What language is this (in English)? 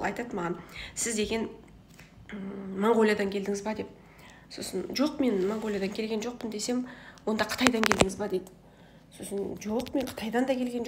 Kazakh